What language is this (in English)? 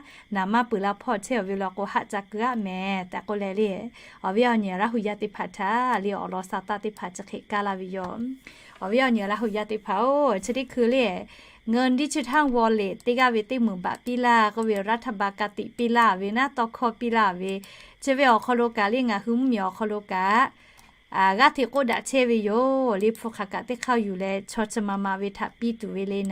Lahu